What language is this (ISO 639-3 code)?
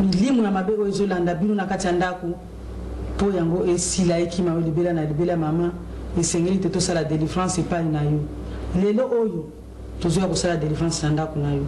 lin